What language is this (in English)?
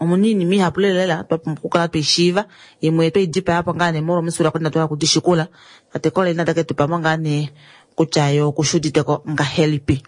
Kuanyama